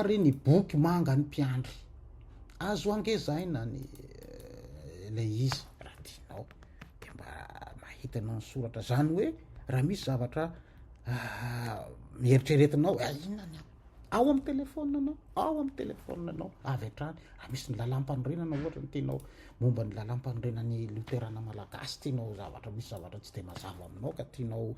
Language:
Malagasy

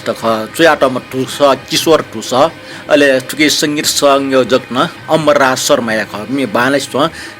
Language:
Newari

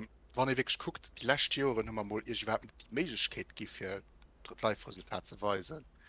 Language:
Luxembourgish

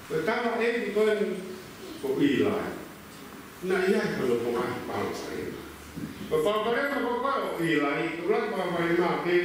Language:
Tongan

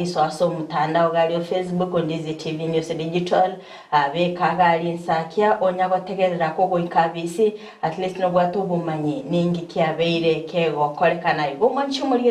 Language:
Gusii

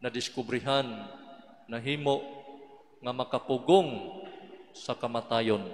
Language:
Cebuano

